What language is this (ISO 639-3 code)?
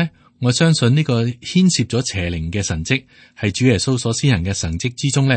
yue